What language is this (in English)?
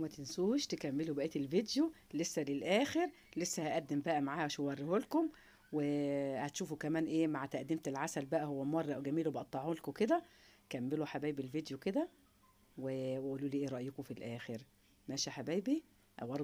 Egyptian Arabic